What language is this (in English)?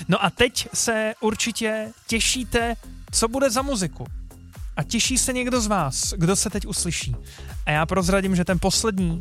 Czech